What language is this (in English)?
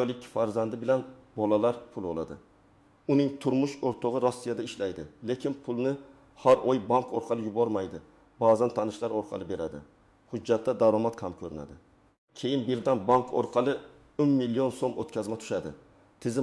Uzbek